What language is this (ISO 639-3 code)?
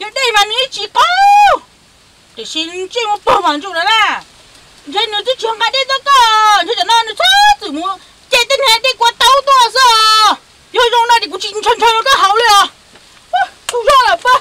hmn